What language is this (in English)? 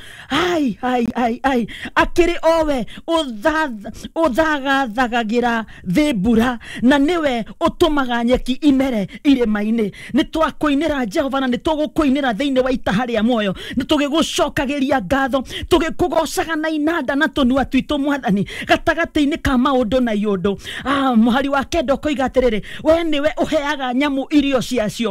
Kikuyu